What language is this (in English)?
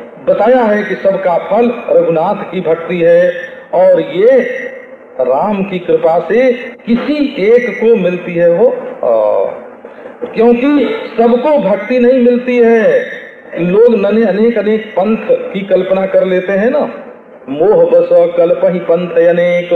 Hindi